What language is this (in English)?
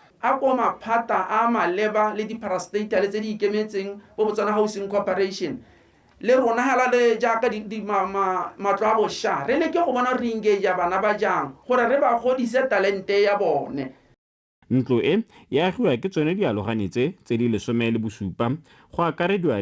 Tswana